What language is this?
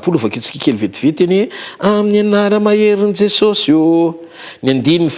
Malagasy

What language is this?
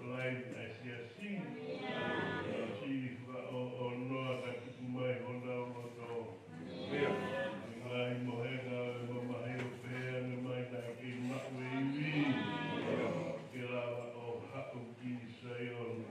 Tongan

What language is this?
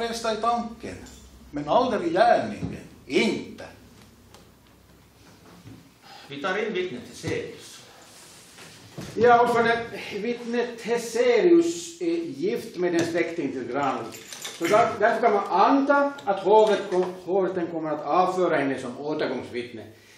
Swedish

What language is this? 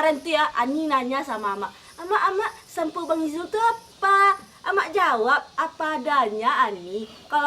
Minangkabau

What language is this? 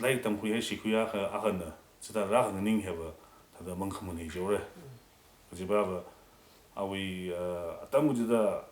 Tangkhul Naga (India)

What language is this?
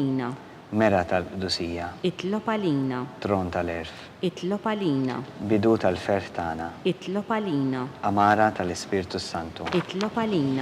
Maltese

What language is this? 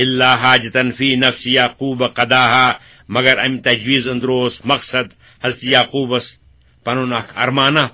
Kashmiri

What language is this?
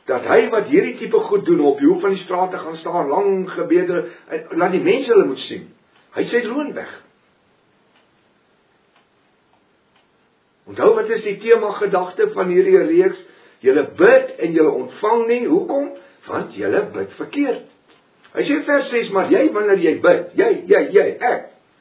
Afrikaans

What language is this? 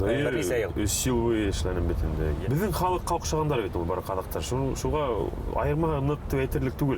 Bashkir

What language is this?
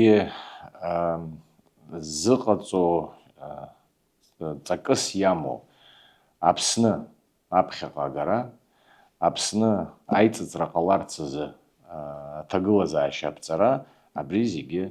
Abkhazian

